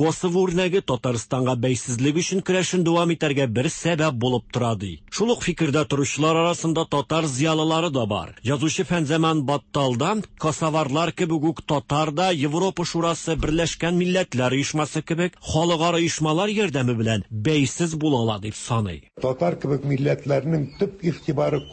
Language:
Tatar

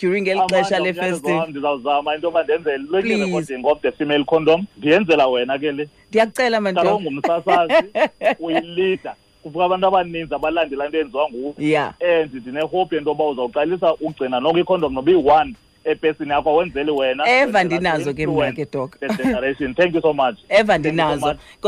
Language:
Xhosa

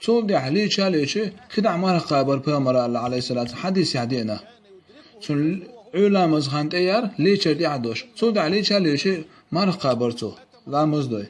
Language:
Chechen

